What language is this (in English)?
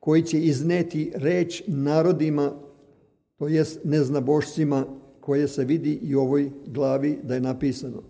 Serbian